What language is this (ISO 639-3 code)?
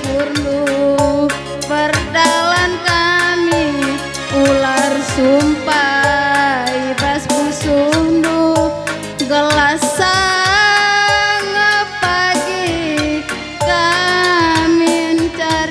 btx